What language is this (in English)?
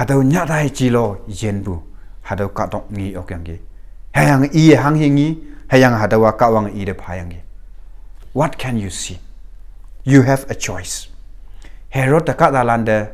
Konyak Naga